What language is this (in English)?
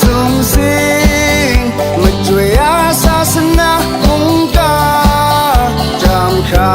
Kachin